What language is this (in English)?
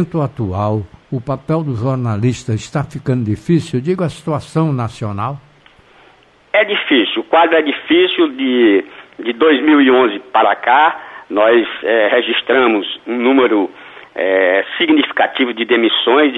Portuguese